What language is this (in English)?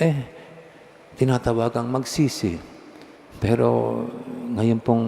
Pampanga